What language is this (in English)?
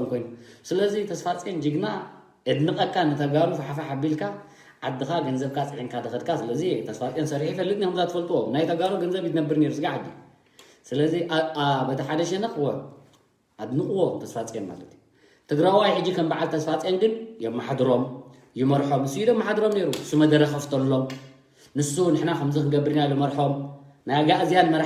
Tigrinya